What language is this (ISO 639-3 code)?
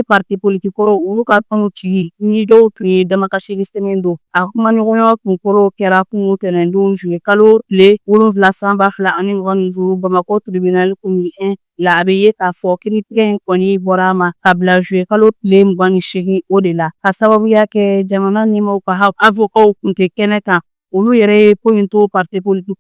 bam